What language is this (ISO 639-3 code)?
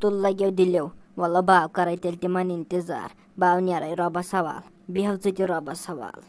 kas